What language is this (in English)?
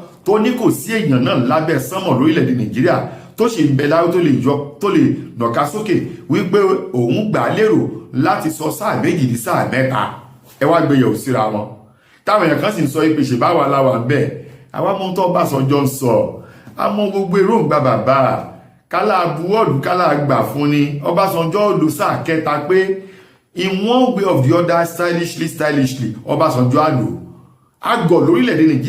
Yoruba